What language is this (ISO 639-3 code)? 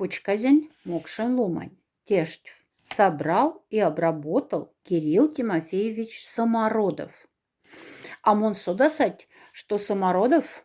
mdf